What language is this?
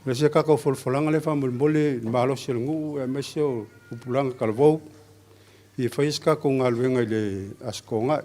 Samoan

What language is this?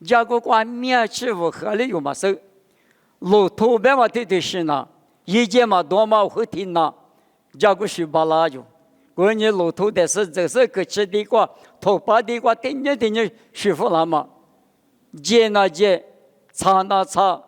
Lisu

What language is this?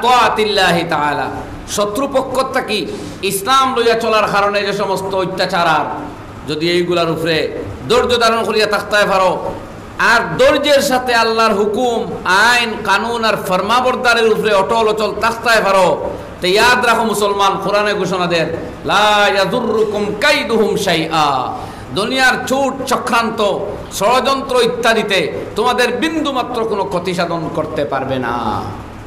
Sylheti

